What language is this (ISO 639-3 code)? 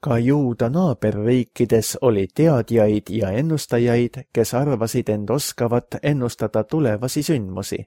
est